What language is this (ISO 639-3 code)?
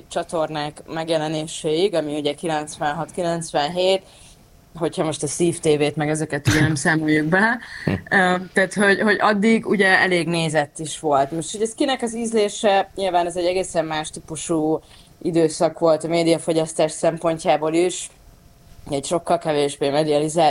hun